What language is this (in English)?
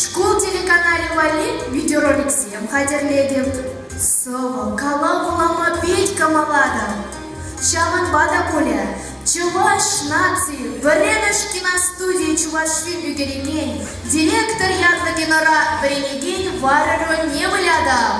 Chuvash